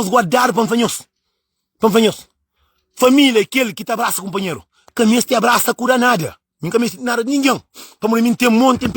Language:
Kabuverdianu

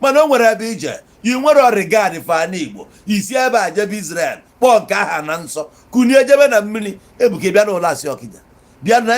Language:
Igbo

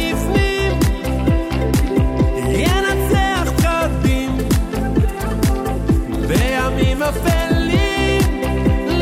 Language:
Hebrew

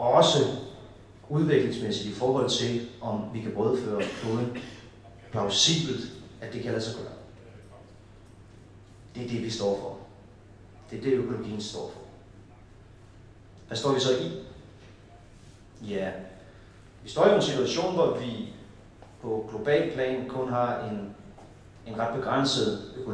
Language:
Danish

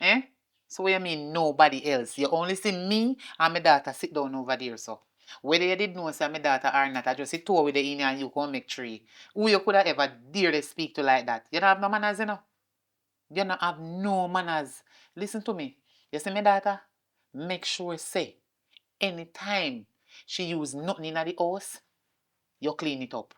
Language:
Jamaican Creole English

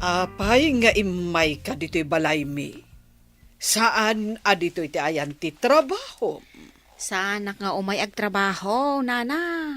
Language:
Iloko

